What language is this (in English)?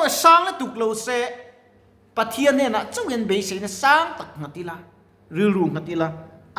Mizo